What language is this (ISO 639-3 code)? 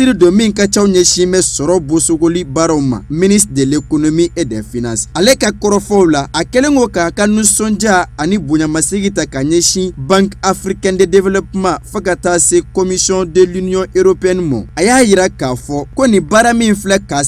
bam